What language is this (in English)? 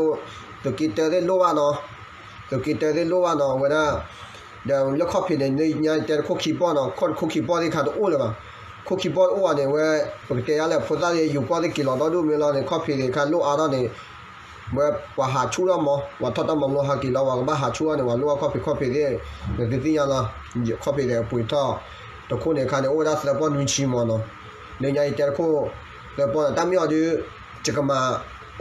S'gaw Karen